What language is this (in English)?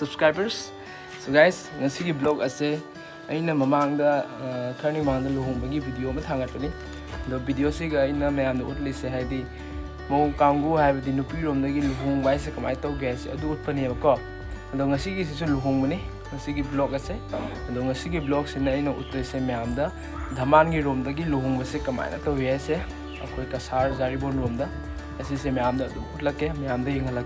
Manipuri